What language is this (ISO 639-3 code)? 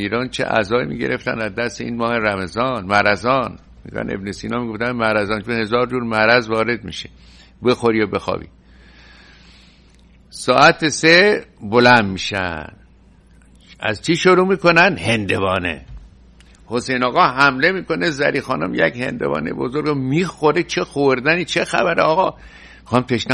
fas